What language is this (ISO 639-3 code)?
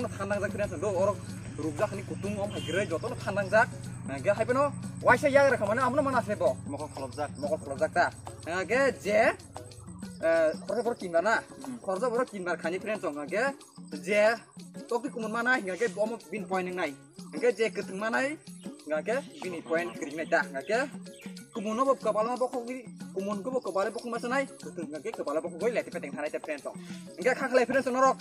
trp